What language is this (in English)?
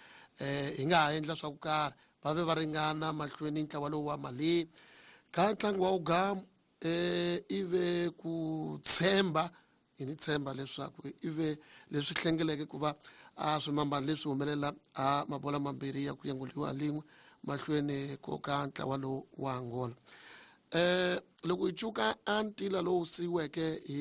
Tsonga